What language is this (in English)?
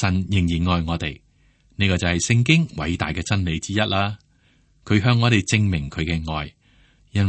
Cantonese